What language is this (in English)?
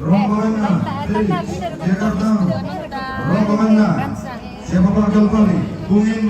Toraja-Sa'dan